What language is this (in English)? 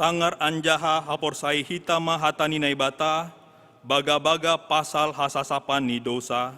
Batak Simalungun